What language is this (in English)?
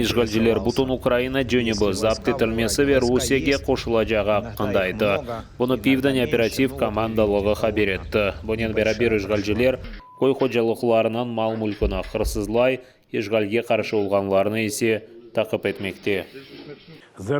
Crimean Tatar